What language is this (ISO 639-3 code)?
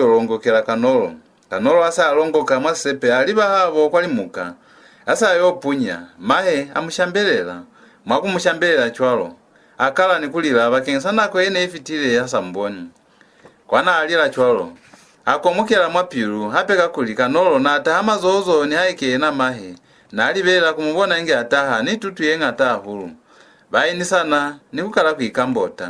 loz